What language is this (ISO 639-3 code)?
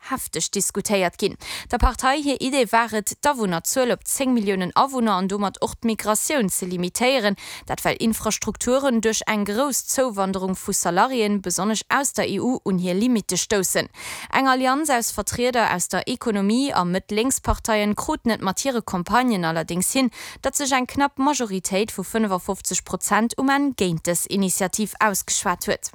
ltz